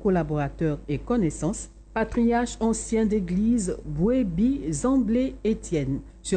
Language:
French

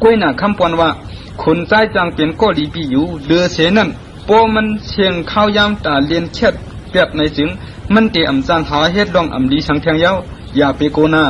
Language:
Shan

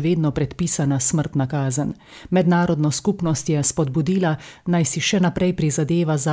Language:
Slovenian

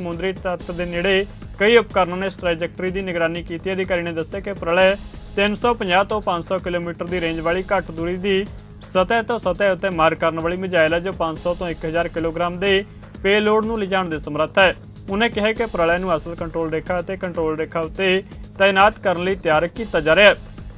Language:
Punjabi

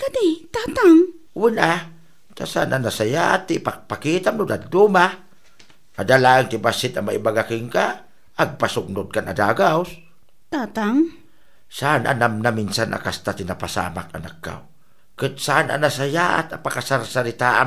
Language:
Iloko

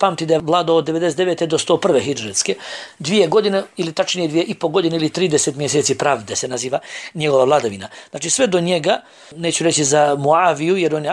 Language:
Bosnian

